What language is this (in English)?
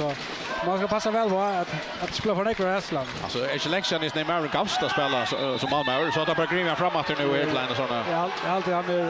Faroese